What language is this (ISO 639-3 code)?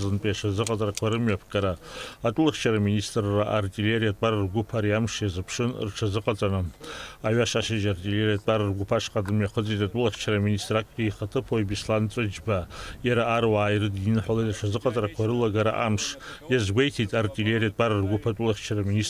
abk